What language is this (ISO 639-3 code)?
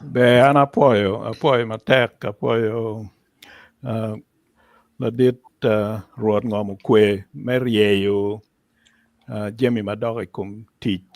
ach